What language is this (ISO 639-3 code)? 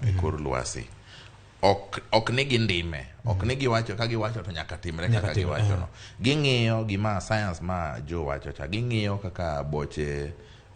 luo